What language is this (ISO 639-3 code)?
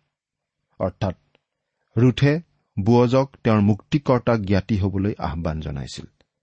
asm